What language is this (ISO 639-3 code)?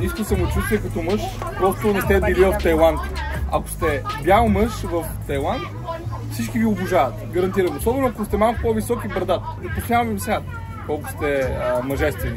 bul